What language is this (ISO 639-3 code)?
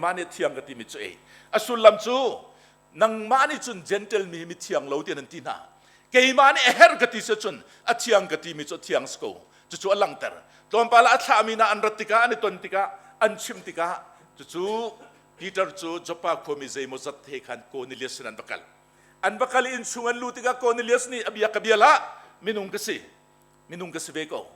cnh